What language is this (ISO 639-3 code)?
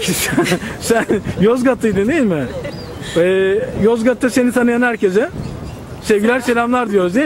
tur